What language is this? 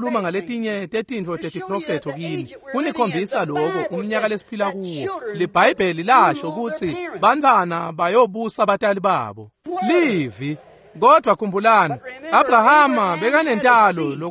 Swati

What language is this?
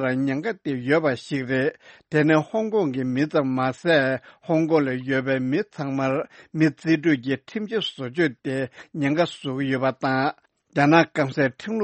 Tibetan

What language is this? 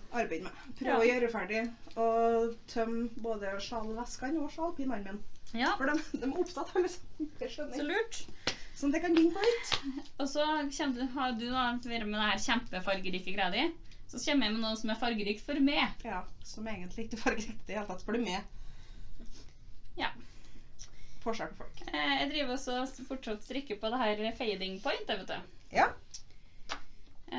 Norwegian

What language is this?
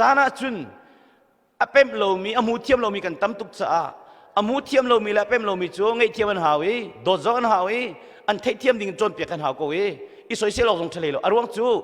Hakha Chin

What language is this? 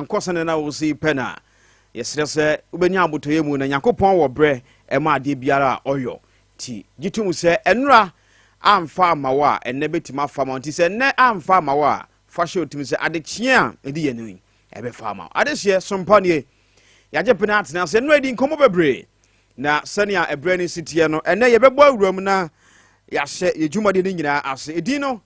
Akan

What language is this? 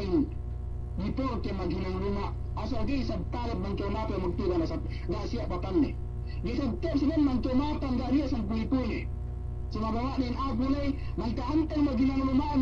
Yakan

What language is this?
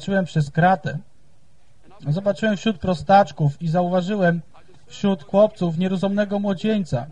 Polish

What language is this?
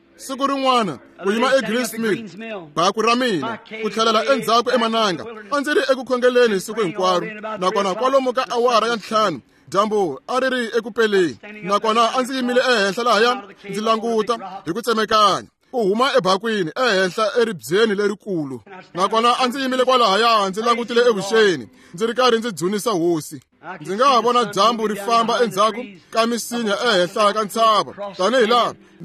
Tsonga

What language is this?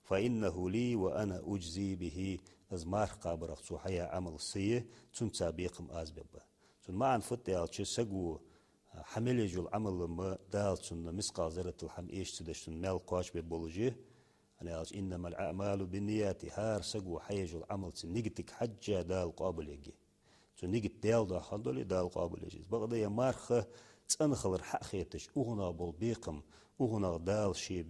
Ingush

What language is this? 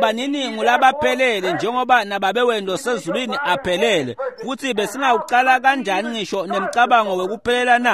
Swati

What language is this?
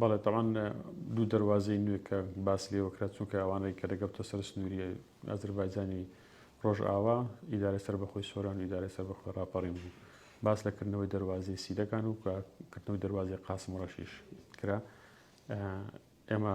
Central Kurdish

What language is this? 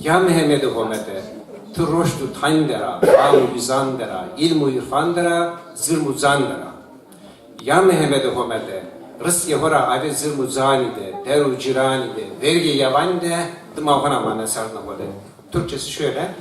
Zaza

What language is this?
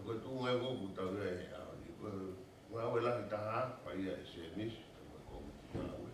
Tongan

